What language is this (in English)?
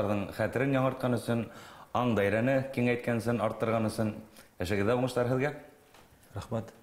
Bashkir